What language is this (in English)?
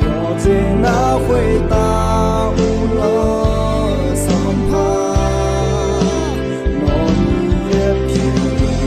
Akha